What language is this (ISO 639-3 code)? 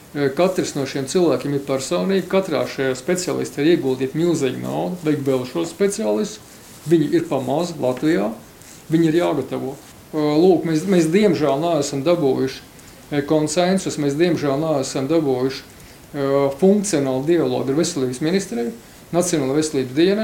lav